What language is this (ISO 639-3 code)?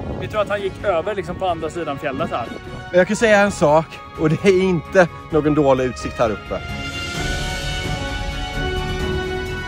swe